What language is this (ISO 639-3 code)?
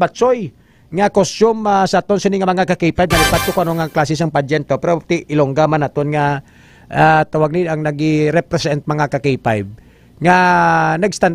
hil